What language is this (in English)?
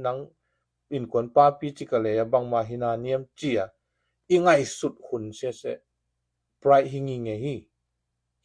Tedim Chin